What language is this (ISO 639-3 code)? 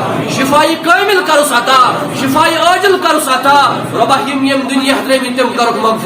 kas